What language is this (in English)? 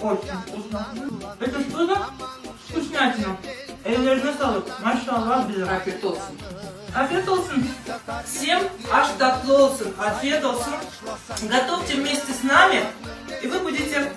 Crimean Tatar